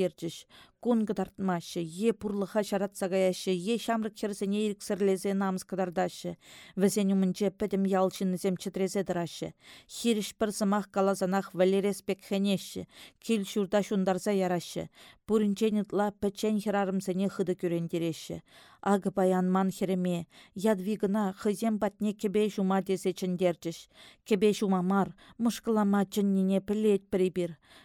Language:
Chuvash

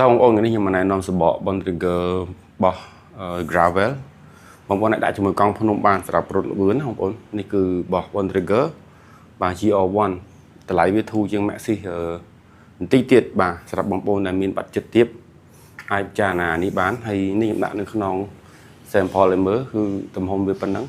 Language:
Khmer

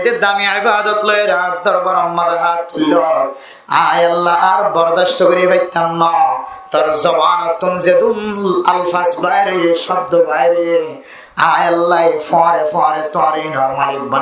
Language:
Rohingya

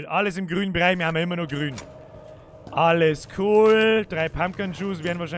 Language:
Bavarian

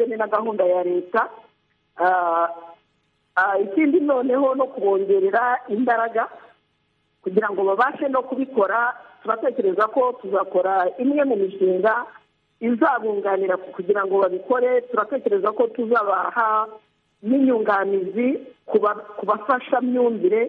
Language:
Kinyarwanda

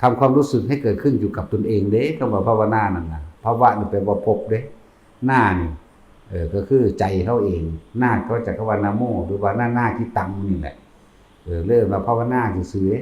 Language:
Northeastern Thai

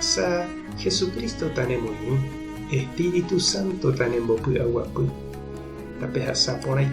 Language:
Guarani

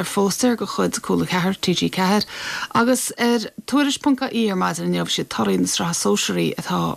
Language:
Irish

